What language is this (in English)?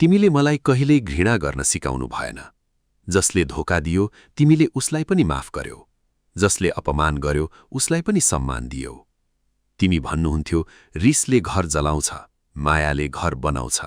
Nepali